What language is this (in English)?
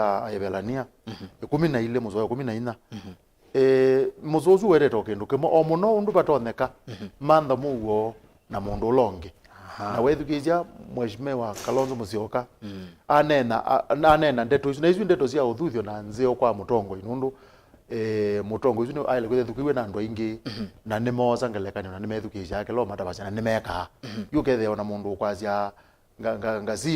Kamba